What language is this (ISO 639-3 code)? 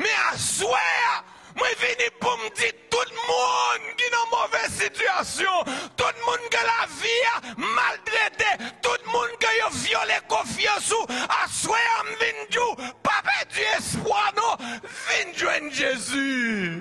hat